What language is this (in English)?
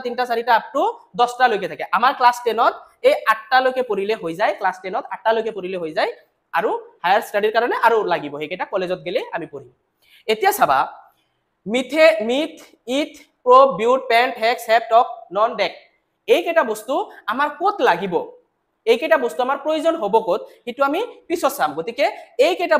Assamese